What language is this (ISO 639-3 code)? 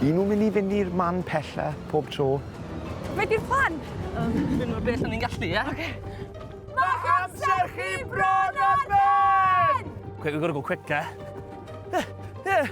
cym